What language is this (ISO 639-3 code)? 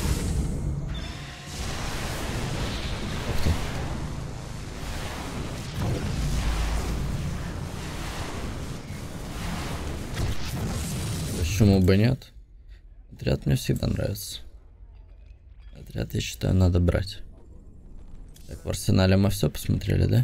rus